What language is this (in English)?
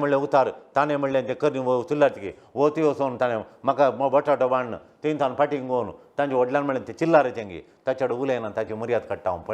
Konkani